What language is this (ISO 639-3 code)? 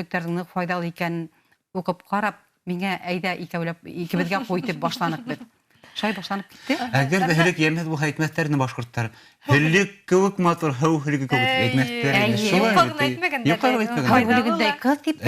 bak